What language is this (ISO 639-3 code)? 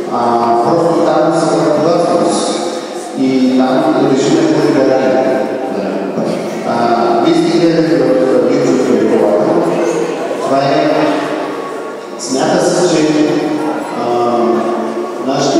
bul